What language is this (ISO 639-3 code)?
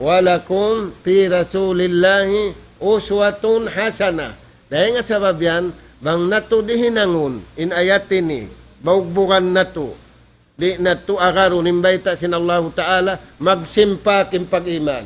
tsg